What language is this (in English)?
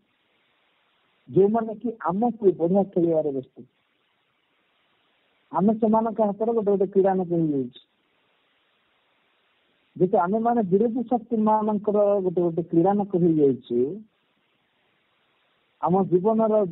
Odia